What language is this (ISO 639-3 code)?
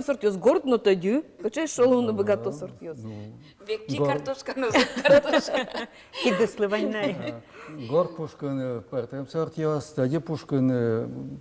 udm